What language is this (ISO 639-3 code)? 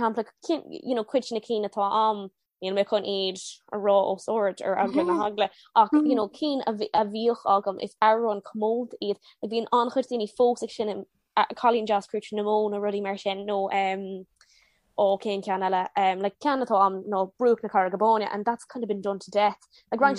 gle